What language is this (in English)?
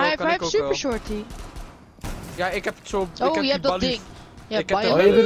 Dutch